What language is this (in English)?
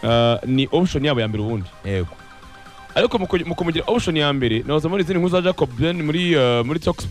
Kinyarwanda